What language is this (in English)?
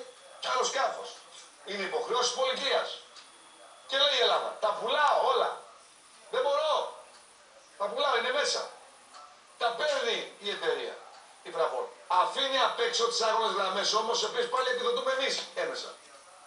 Greek